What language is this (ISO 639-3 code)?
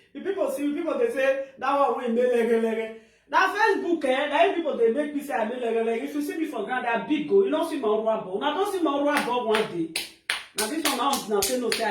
pcm